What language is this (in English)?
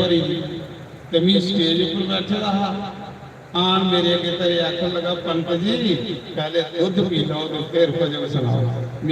Dogri